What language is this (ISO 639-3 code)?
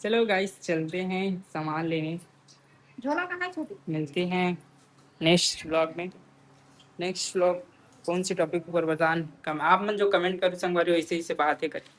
hne